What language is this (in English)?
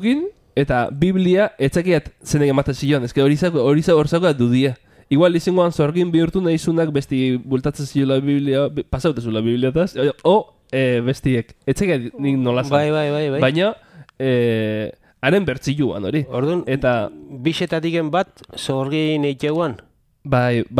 Basque